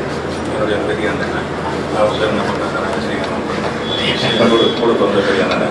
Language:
Tamil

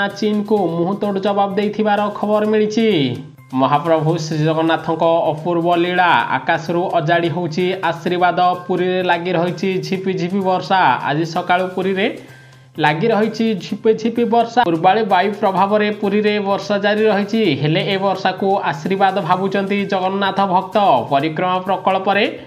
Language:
Odia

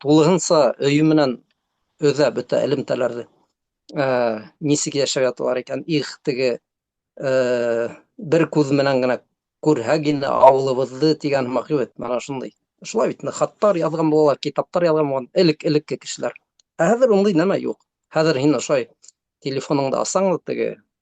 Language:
Bashkir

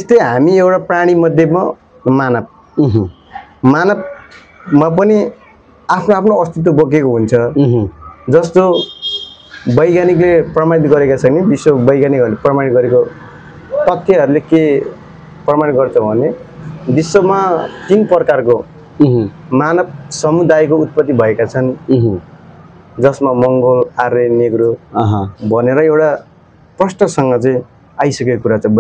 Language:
Nepali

